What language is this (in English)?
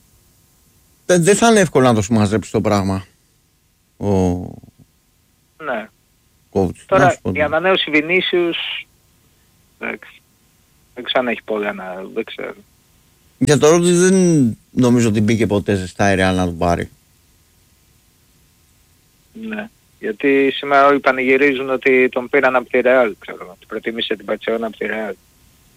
Greek